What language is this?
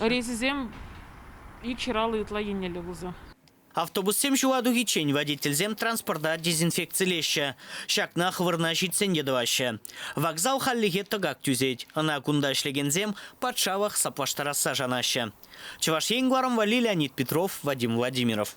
Chuvash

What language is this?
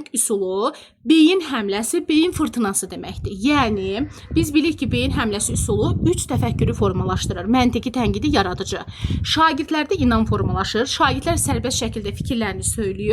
Azerbaijani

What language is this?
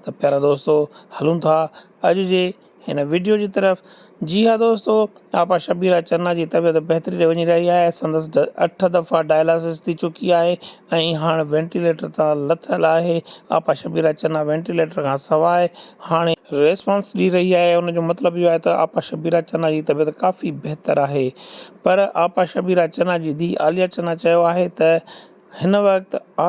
Sindhi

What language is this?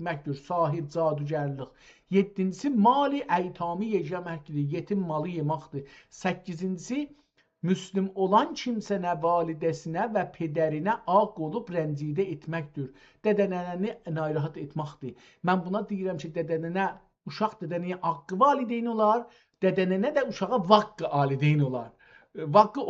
South Azerbaijani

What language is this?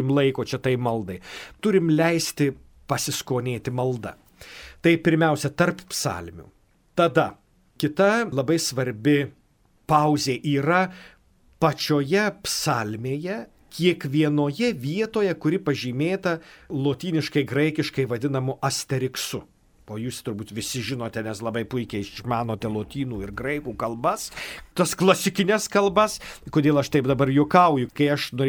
Lithuanian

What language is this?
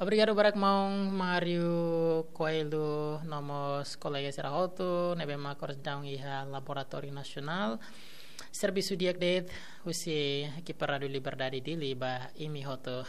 Tetum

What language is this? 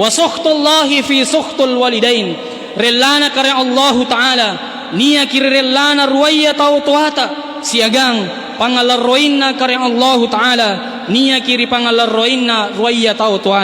Makasar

